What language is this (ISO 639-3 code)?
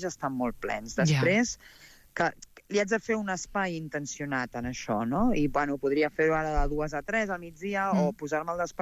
cat